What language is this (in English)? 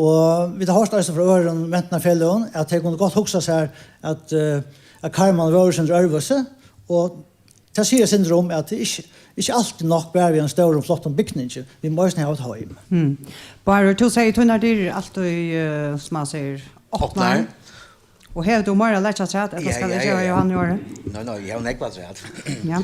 Faroese